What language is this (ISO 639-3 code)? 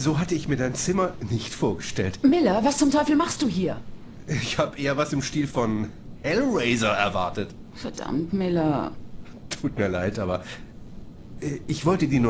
bar